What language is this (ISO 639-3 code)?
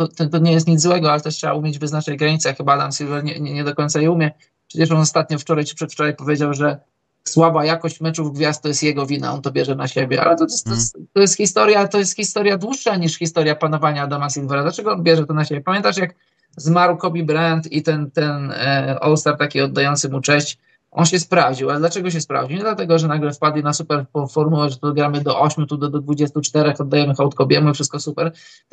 pol